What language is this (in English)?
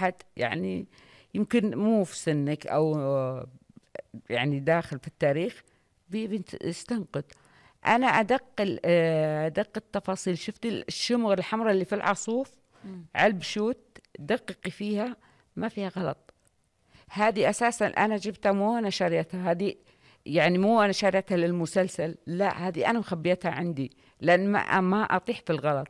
Najdi Arabic